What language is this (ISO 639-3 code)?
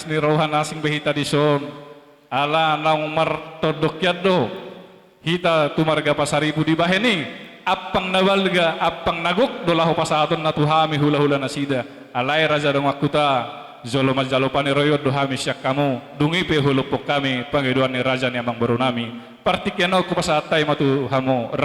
bbc